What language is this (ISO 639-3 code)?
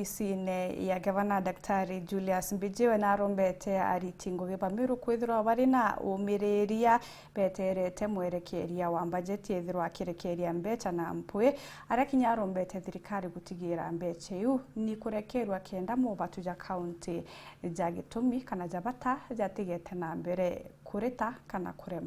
mer